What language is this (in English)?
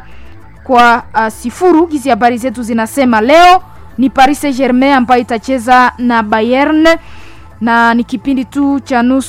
Swahili